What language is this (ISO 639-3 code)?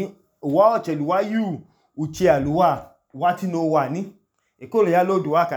idu